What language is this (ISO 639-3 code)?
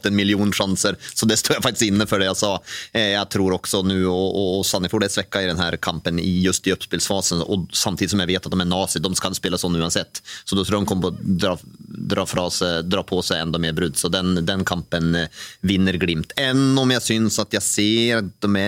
nor